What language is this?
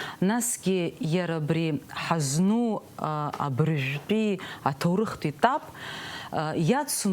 Abkhazian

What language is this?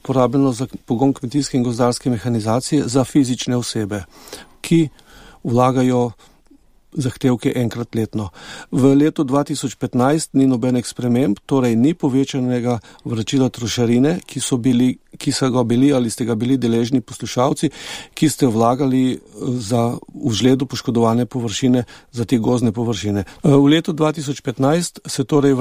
Slovenian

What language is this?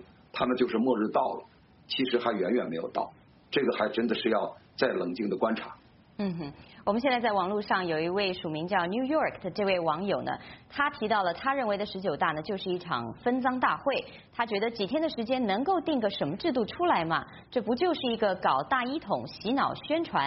Chinese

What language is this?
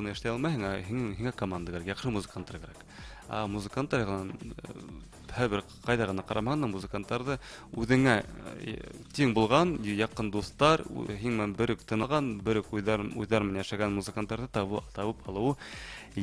Bashkir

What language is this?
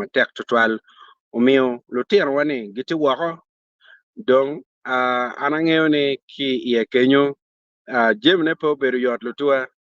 Acoli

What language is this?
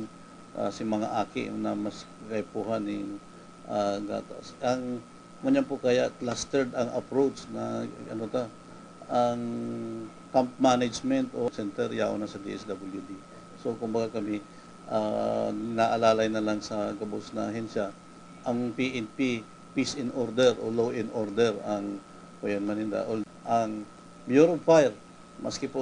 Bikol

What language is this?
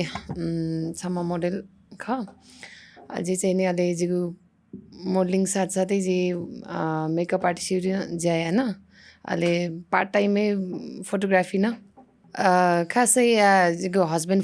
Newari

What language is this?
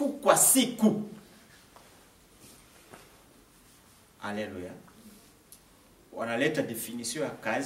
Swahili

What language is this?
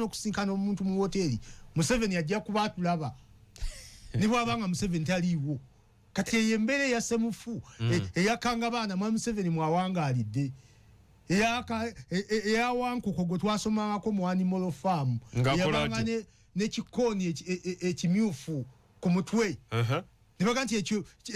Ganda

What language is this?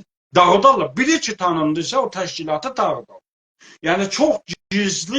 South Azerbaijani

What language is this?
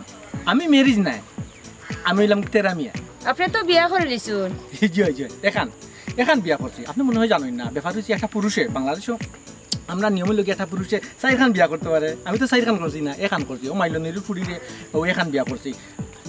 Sylheti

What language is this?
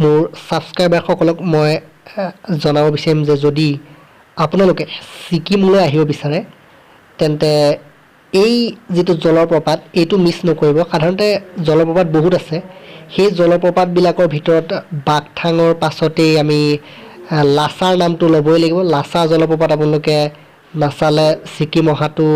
Assamese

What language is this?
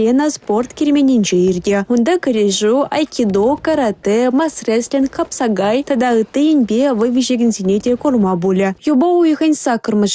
Chuvash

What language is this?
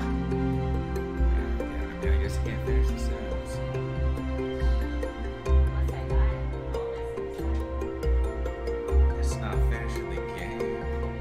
English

